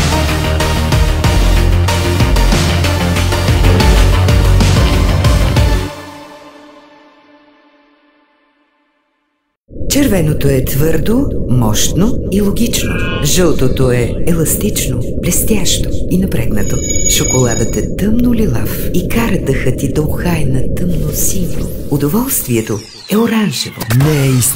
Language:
Bulgarian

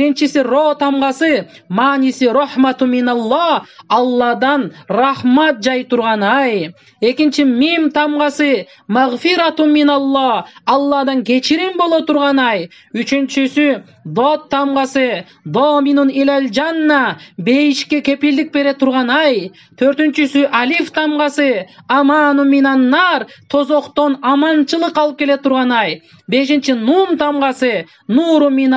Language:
Kyrgyz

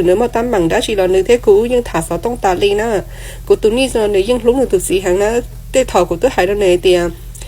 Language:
Hmong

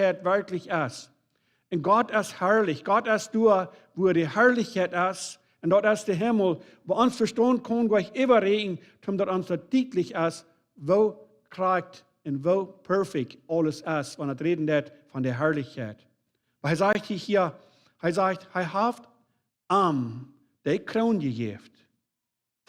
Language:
Plautdietsch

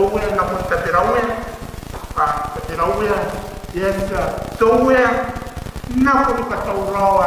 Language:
Gilbertese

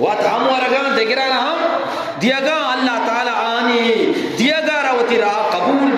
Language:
Eastern Balochi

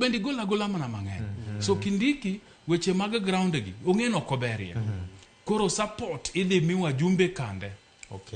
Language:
Luo (Kenya and Tanzania)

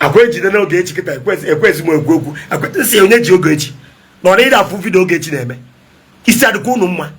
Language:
Igbo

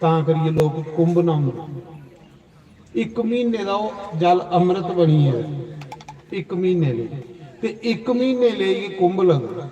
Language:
Dogri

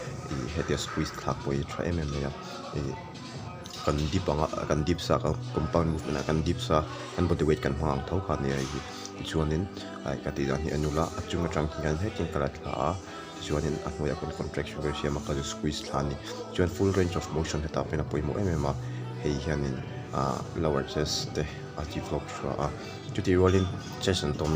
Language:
Mizo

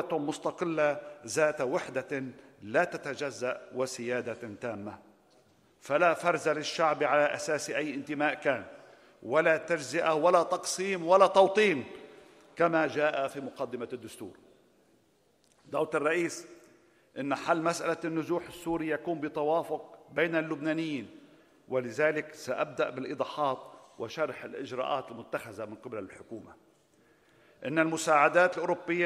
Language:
Arabic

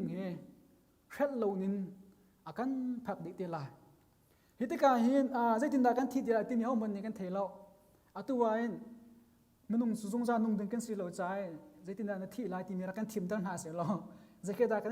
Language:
Hakha Chin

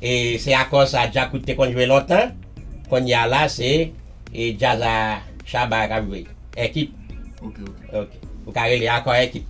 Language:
Haitian Creole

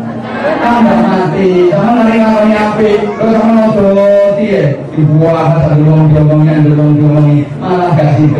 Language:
Javanese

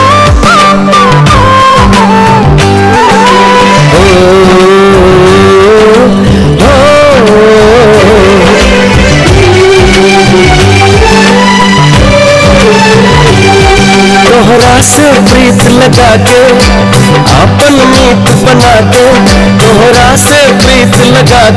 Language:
Bhojpuri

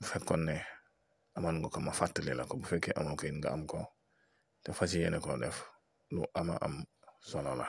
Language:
Wolof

